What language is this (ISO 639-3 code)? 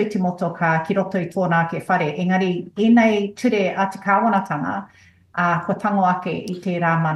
mri